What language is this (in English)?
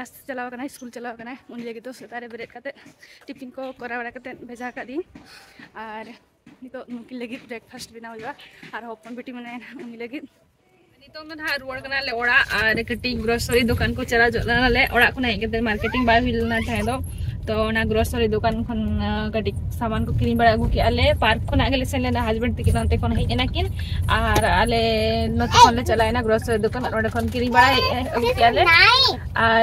Santali